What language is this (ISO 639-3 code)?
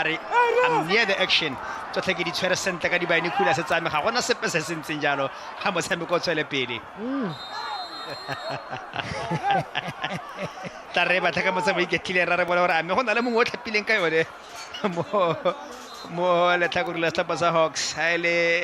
tsn